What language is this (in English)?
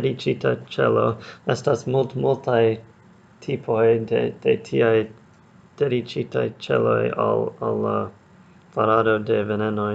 Esperanto